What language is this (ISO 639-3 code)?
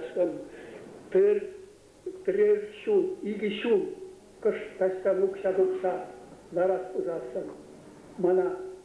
chv